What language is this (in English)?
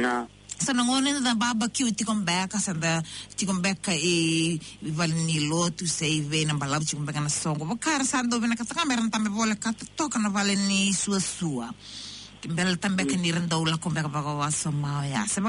Fijian